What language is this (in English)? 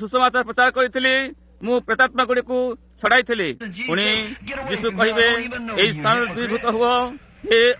Odia